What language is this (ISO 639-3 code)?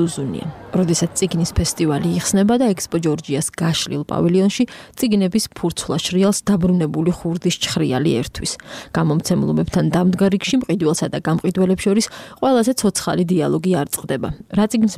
kat